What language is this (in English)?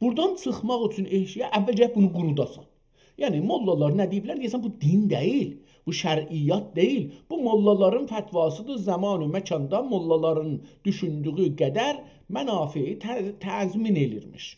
South Azerbaijani